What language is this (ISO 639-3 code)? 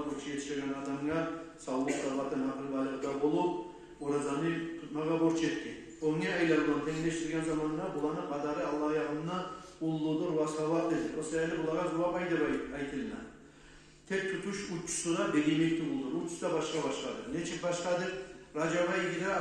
kum